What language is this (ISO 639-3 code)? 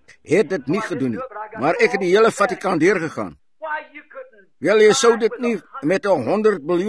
afr